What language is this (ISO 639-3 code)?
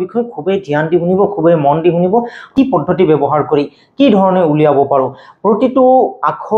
asm